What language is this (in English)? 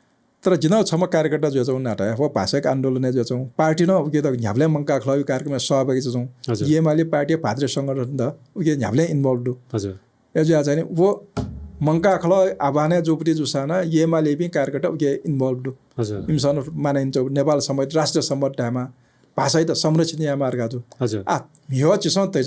Newari